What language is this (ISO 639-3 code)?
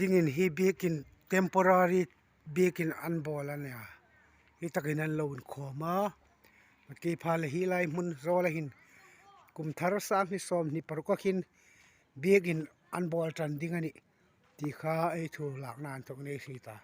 hmr